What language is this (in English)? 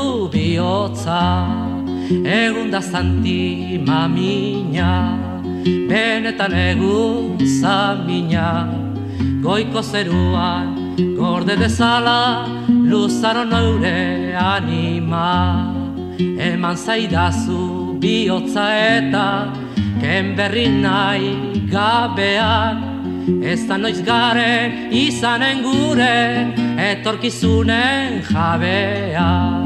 Basque